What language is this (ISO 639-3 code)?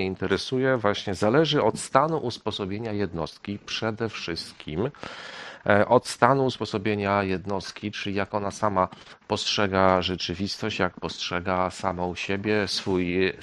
pol